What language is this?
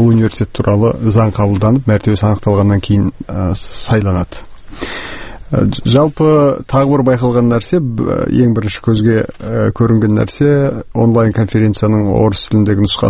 Kazakh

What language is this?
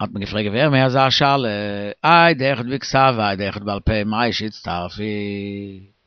Yiddish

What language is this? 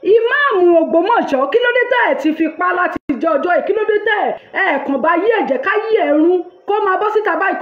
Yoruba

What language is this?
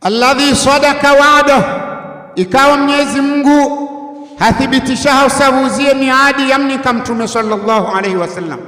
Ngazidja Comorian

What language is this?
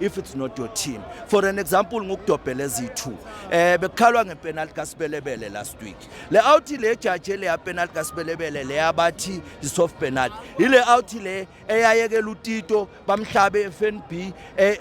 Zulu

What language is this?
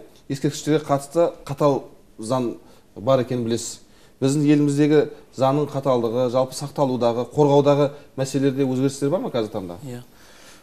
Kazakh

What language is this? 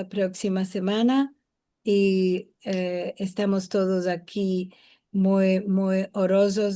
Ladino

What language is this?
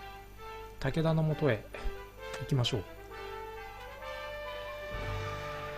Japanese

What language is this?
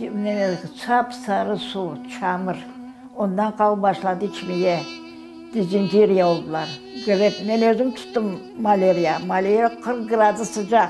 Crimean Tatar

